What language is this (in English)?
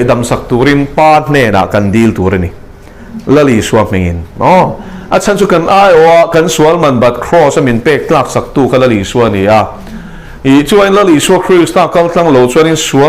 Mizo